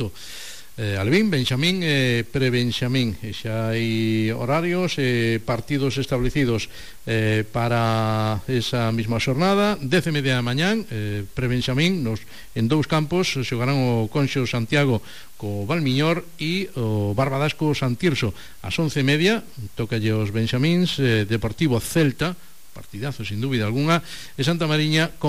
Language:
Galician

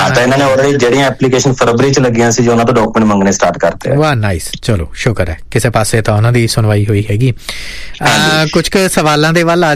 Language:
Punjabi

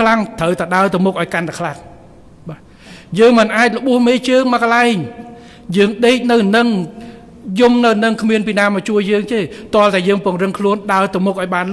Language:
Khmer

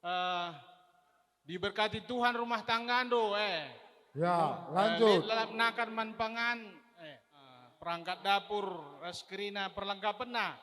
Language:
Batak Karo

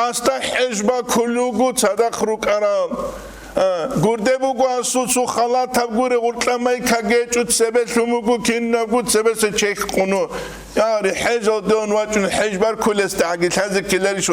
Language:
Avaric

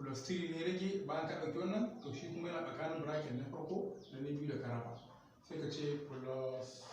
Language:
Hausa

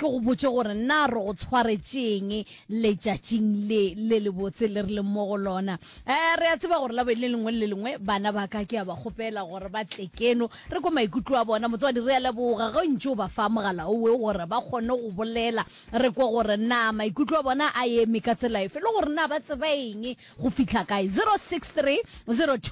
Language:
Northern Sotho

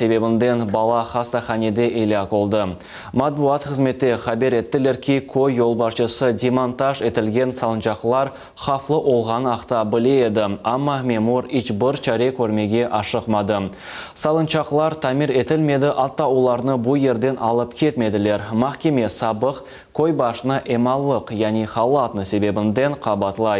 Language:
Crimean Tatar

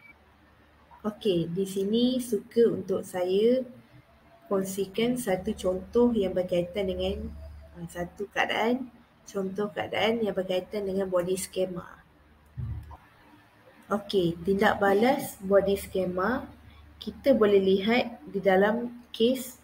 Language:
Malay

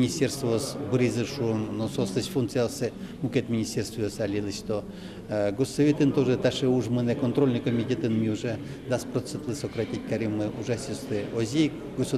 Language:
Udmurt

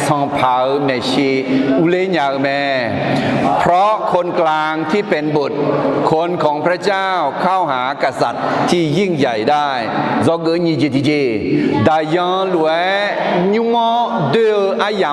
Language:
Akha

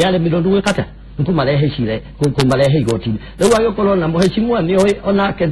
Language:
Kikuyu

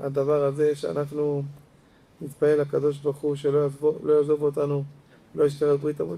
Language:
Hebrew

